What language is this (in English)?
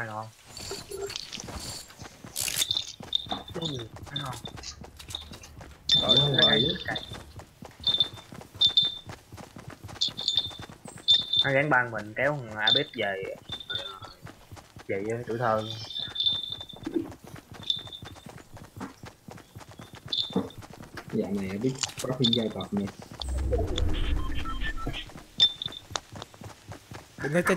Vietnamese